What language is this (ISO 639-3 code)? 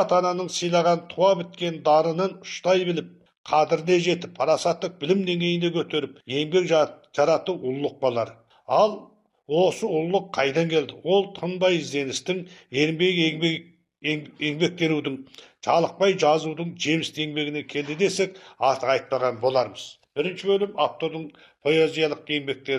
kaz